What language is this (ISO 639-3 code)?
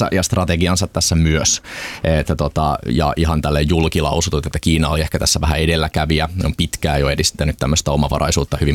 fin